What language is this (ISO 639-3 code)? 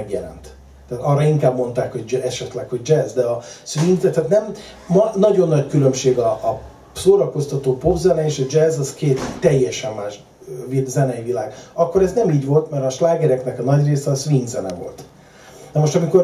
hun